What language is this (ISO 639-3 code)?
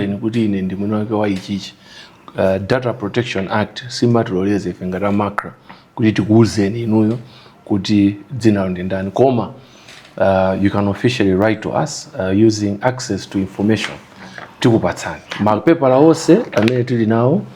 nya